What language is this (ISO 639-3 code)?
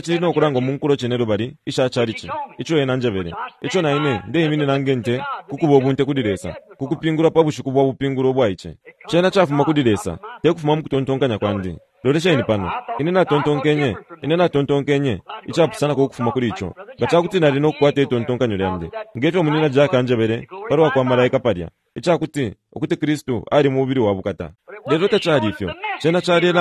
bem